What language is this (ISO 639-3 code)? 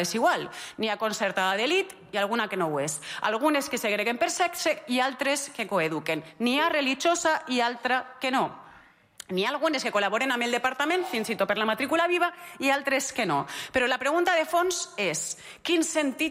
cat